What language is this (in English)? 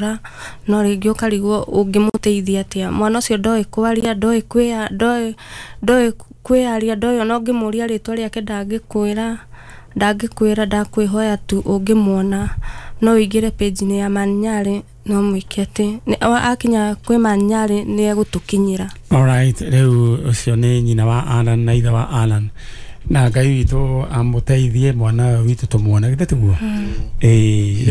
Kikuyu